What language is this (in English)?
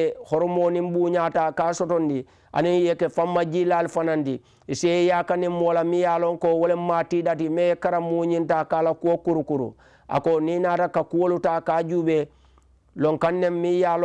Mandingo